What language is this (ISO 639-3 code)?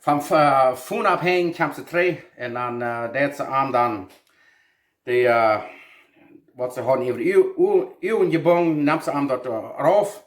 pdt